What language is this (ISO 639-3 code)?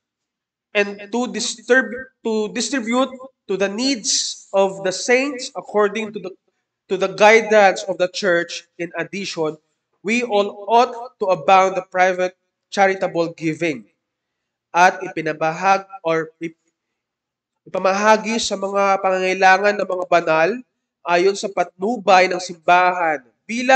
fil